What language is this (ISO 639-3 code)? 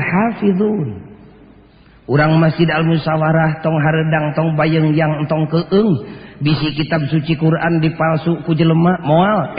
sun